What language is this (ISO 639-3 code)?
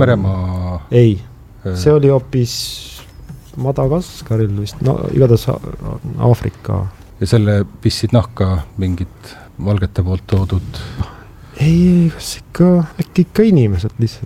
est